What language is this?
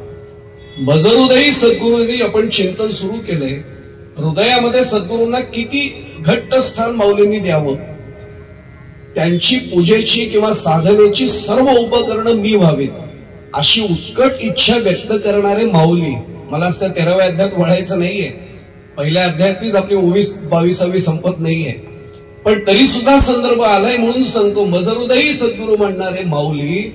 Marathi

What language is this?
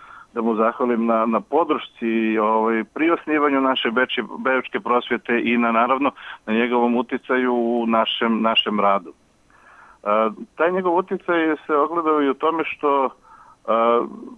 Serbian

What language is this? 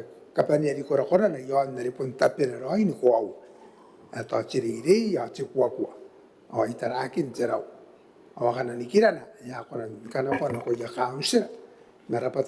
Gilbertese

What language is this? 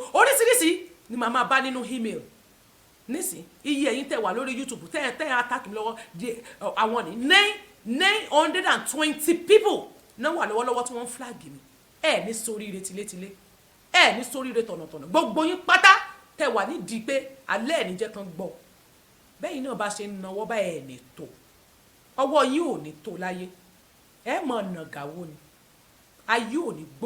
Yoruba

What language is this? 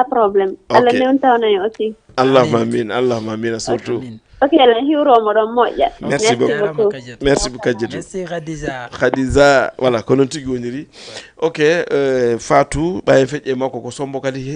Fula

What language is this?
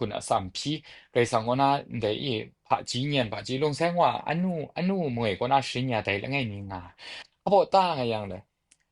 Kachin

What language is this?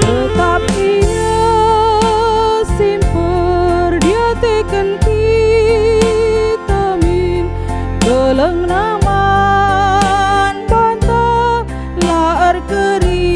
Batak Karo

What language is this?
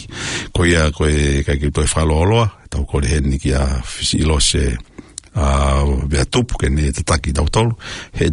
Tongan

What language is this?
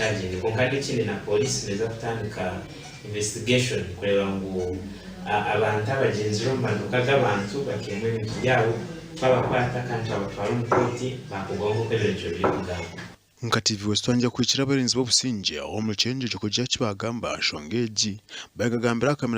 Nyankole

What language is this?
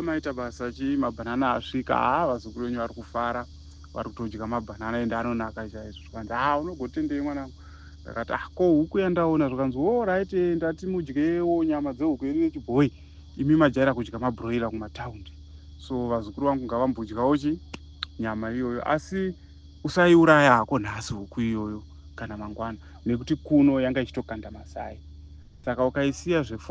Shona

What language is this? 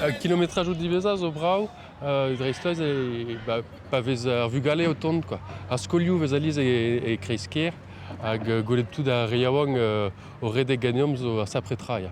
Breton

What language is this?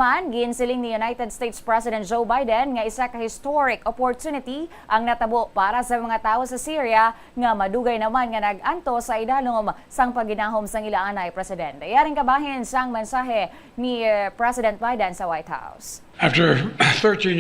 Hiligaynon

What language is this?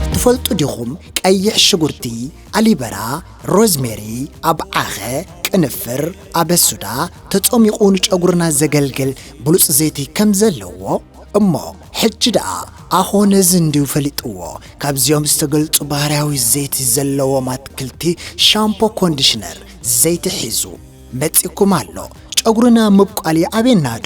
Tigrinya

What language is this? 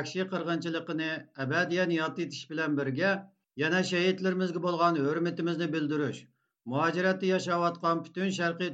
Uyghur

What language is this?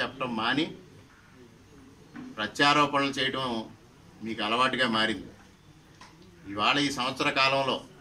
Telugu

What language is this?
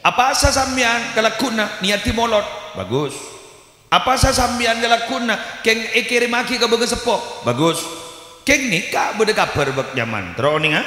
Madurese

